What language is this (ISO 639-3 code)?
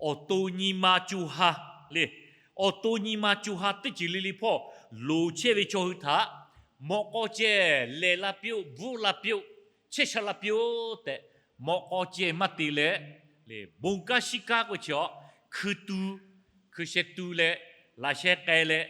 lhu